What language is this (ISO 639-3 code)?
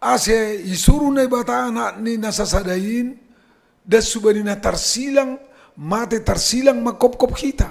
bts